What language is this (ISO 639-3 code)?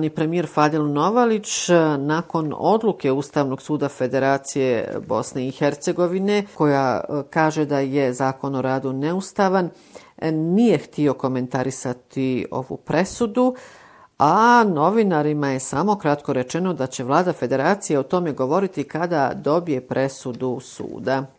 bos